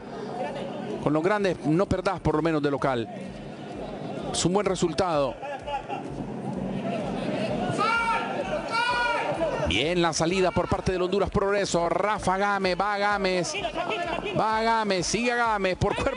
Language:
Spanish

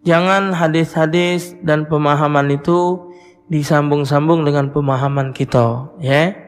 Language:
Musi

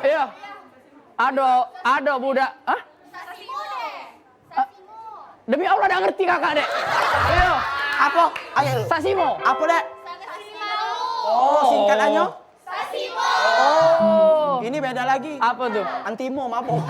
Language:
Musi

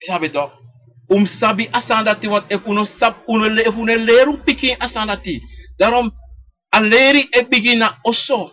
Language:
Sranan Tongo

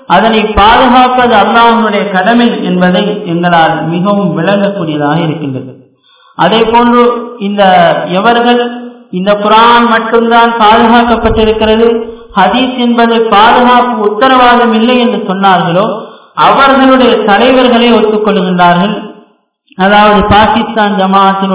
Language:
Tamil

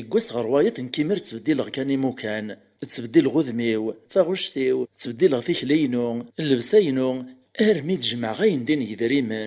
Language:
Kabyle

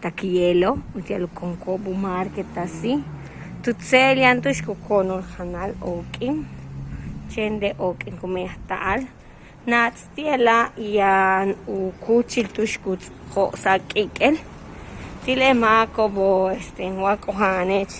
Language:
Yucateco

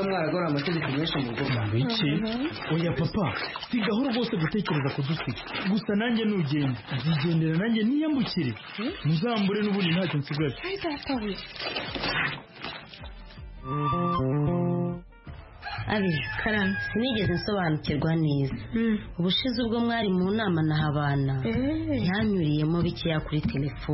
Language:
Kinyarwanda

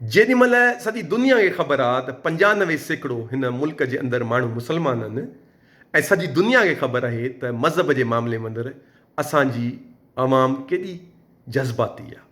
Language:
Sindhi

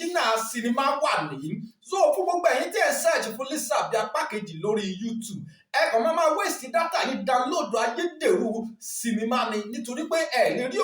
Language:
Yoruba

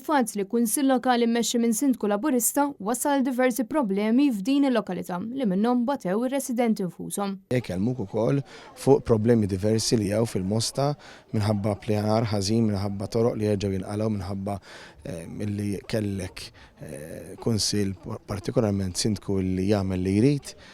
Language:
Maltese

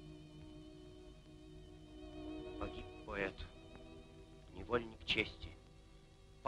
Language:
Russian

